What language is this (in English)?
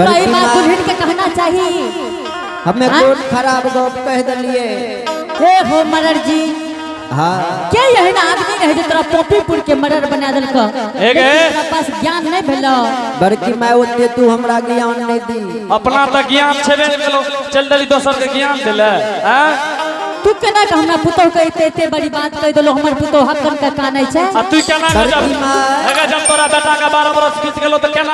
Angika